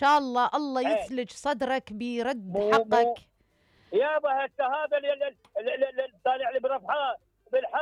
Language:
Mesopotamian Arabic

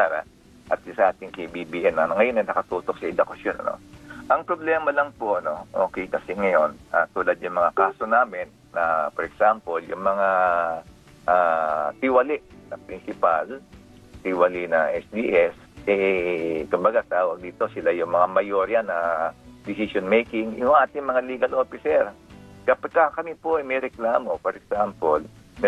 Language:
Filipino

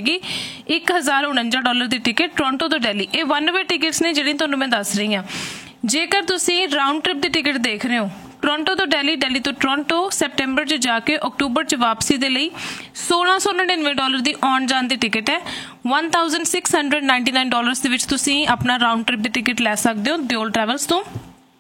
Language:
Punjabi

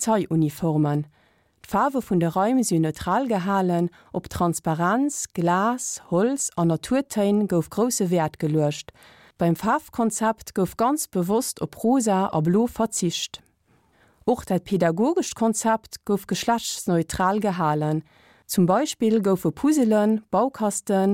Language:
Luxembourgish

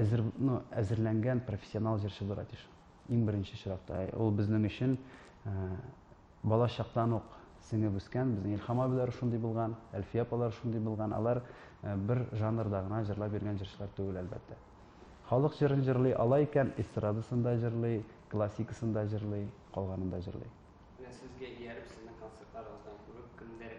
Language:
Tatar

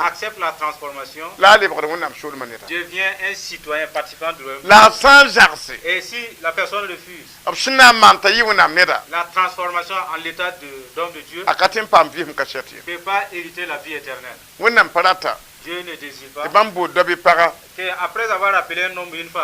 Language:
Mossi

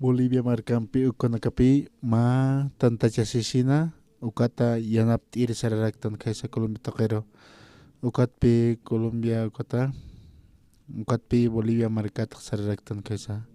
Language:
Aymara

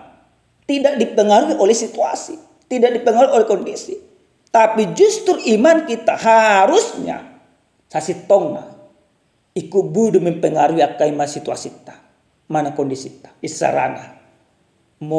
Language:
Batak Toba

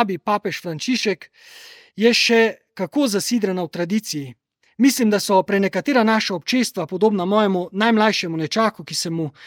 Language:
Slovenian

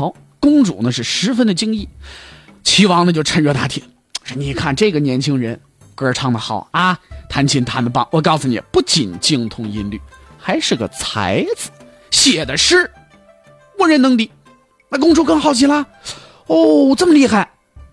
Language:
Chinese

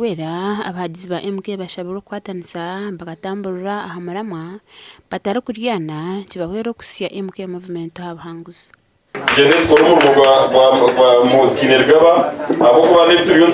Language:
Nyankole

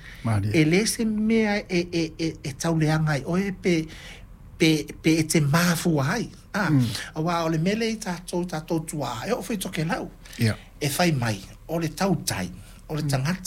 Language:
Samoan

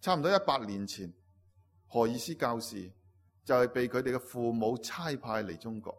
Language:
Cantonese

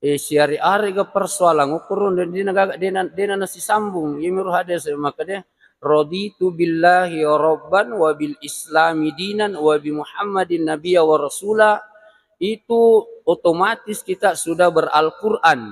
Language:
Buginese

